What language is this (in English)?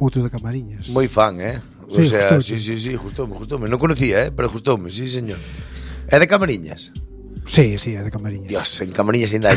Galician